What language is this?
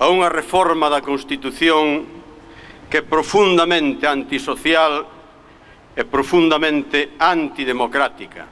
Galician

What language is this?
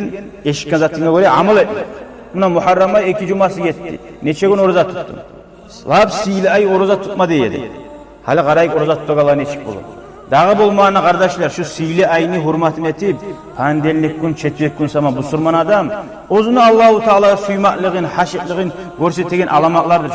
Kumyk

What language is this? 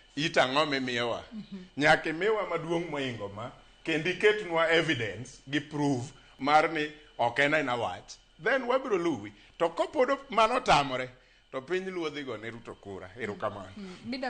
Luo (Kenya and Tanzania)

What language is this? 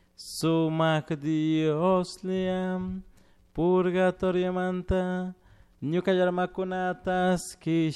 Chimborazo Highland Quichua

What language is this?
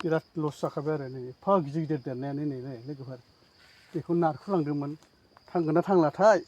Bodo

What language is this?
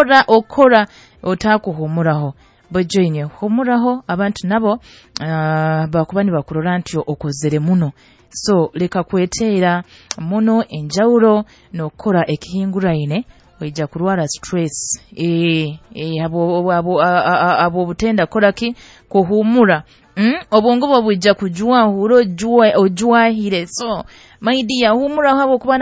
Nyoro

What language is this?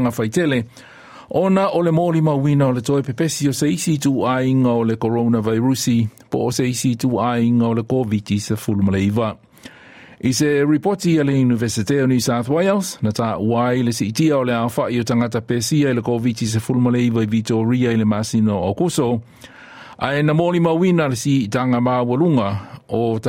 Samoan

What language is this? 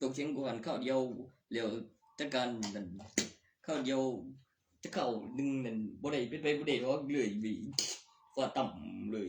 Northeastern Thai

